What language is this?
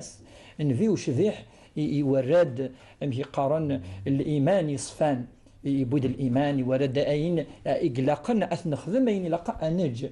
Kabyle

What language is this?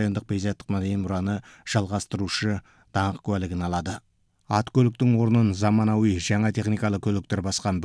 Kazakh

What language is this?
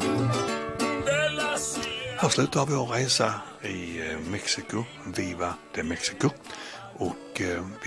Swedish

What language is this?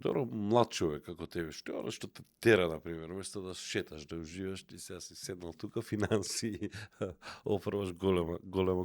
Macedonian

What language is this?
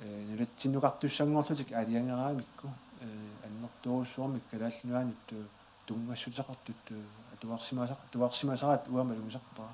Kalaallisut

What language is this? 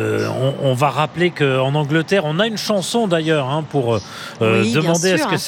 French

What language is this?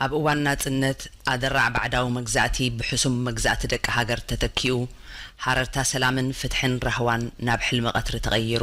Tigrinya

